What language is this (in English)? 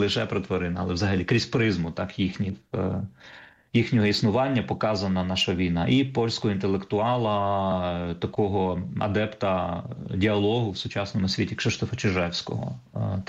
Ukrainian